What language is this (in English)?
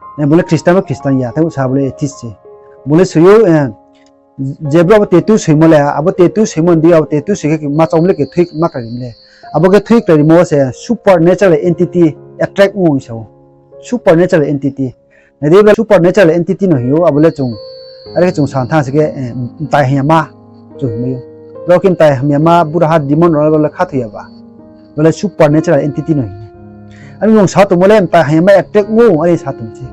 Riang (India)